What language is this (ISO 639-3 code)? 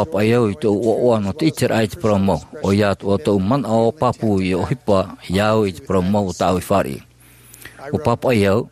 tah